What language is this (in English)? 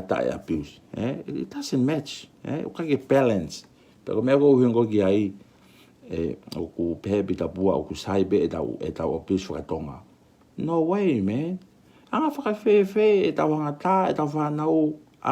Tongan